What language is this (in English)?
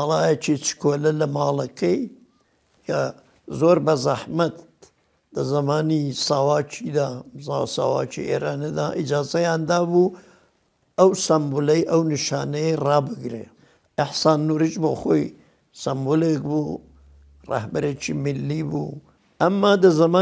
Central Kurdish